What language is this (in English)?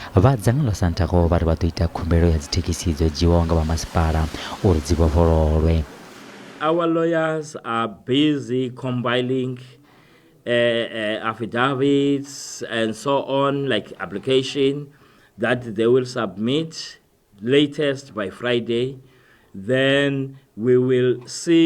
Venda